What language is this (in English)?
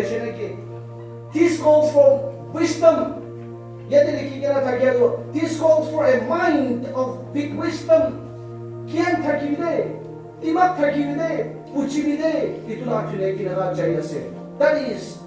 Naga Pidgin